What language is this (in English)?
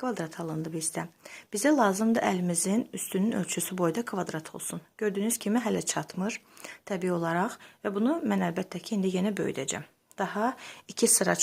Azerbaijani